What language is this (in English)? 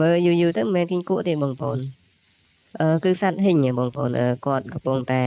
Khmer